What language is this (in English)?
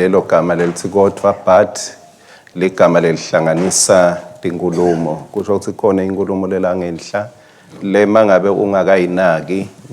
Swati